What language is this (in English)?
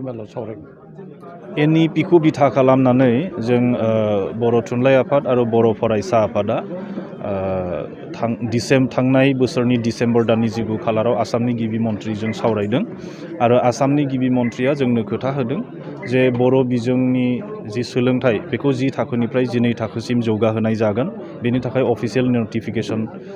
Bodo